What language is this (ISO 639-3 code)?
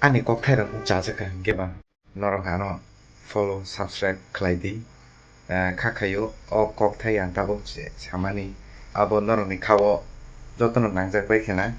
trp